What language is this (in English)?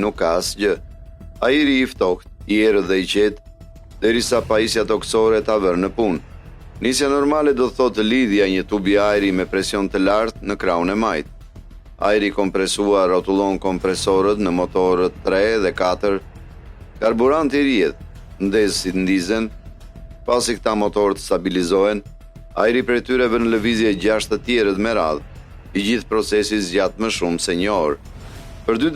Albanian